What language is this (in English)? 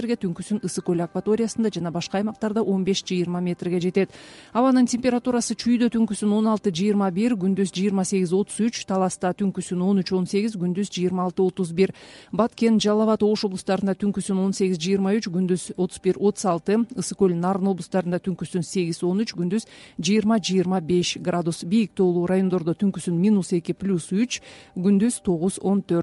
Kyrgyz